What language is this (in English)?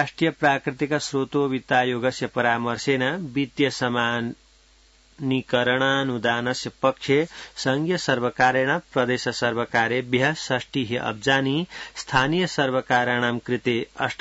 Sanskrit